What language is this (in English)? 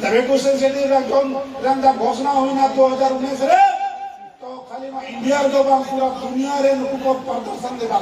Santali